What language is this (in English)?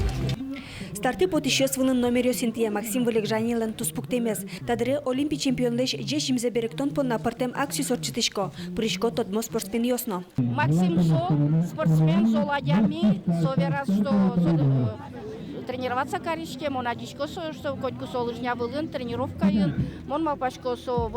Udmurt